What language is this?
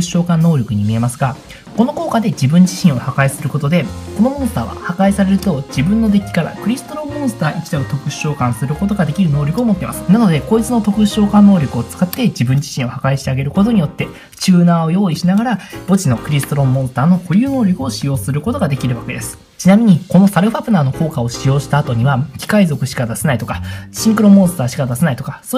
Japanese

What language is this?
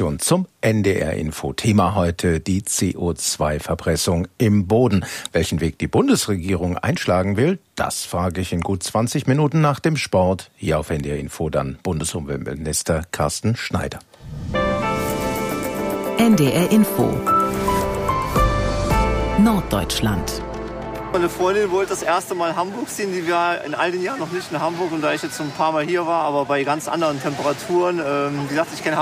German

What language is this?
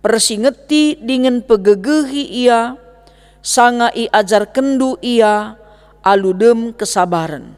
Batak Karo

